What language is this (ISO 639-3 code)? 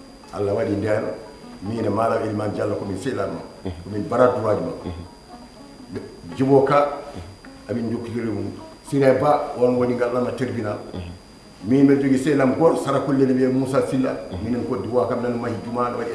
ful